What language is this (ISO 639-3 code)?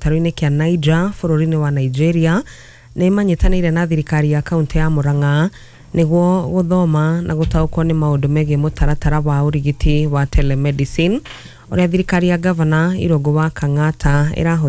kik